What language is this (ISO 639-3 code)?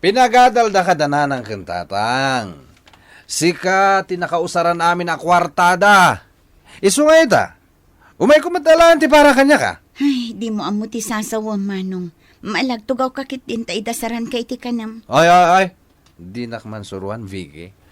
ilo